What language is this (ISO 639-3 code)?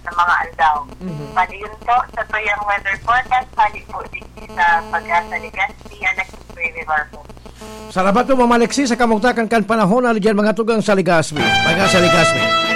bik